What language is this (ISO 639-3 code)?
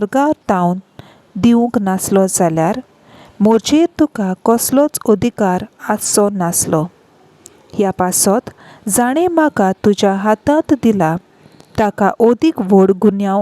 kok